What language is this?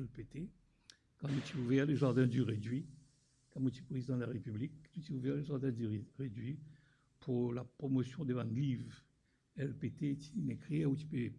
Morisyen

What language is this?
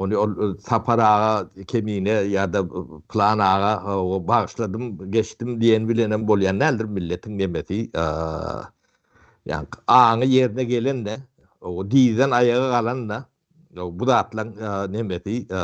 Turkmen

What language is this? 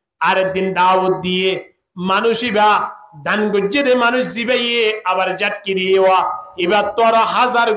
Rohingya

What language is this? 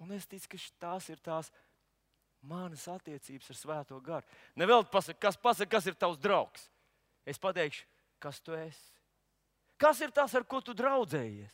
Latvian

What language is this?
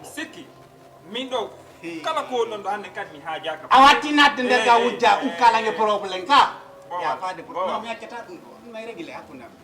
Fula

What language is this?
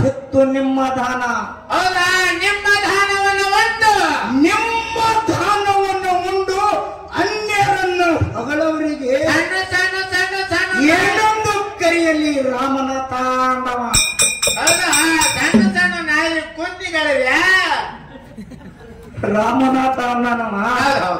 Kannada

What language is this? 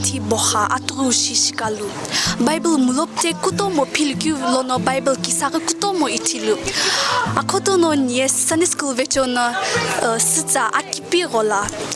Sumi Naga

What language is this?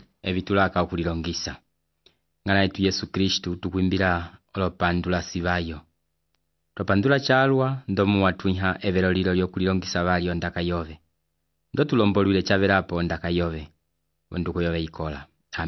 Umbundu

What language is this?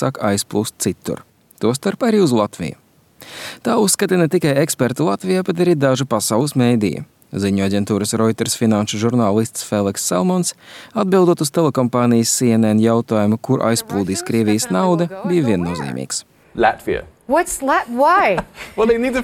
Latvian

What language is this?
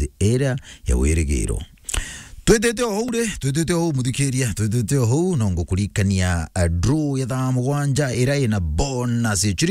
Meru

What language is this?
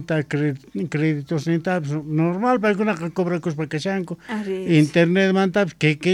South Bolivian Quechua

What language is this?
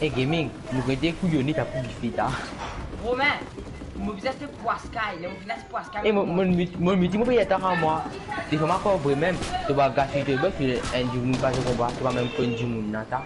Morisyen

